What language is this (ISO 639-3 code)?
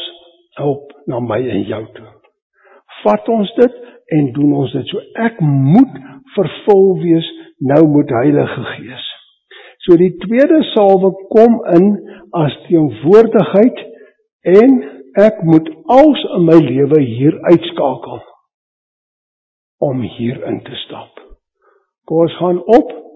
afr